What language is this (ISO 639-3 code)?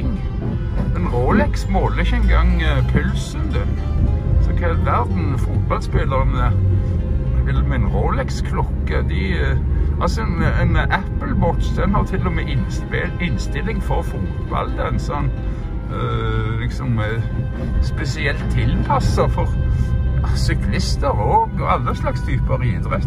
nor